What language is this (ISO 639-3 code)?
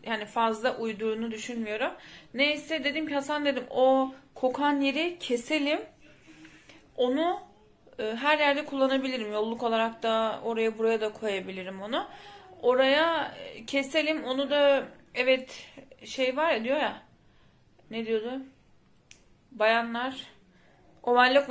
tur